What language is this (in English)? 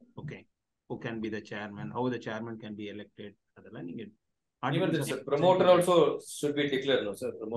Tamil